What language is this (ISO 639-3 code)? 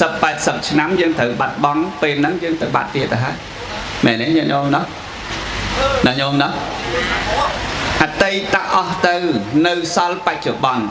khm